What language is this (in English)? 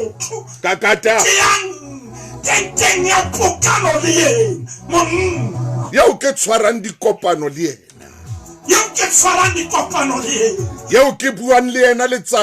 Southern Sotho